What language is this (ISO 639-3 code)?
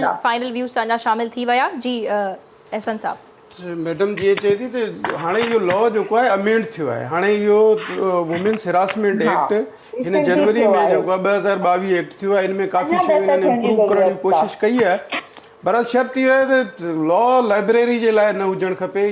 snd